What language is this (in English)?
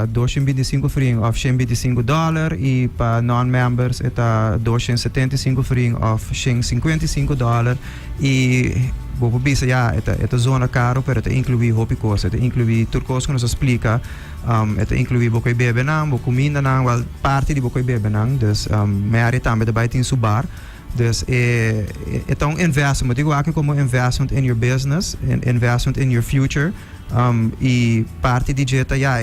Papiamento